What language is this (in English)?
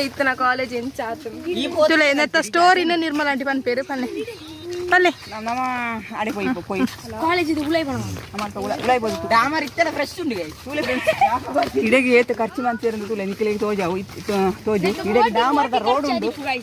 Tulu